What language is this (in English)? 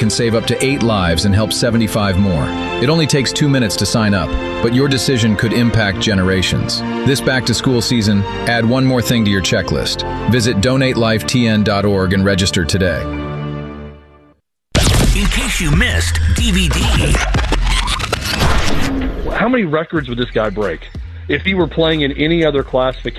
English